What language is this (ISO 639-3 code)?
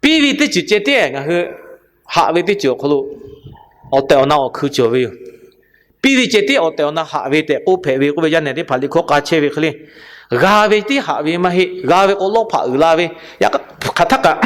lhu